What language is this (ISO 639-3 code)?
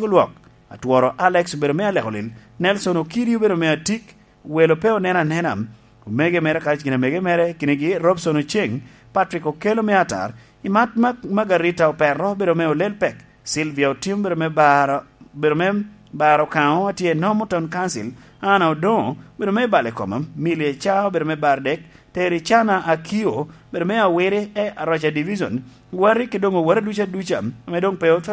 laj